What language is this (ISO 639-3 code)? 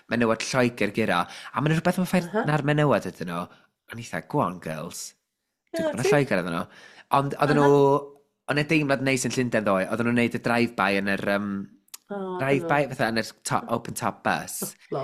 cym